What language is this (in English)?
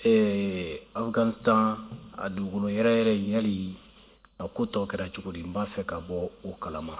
Bambara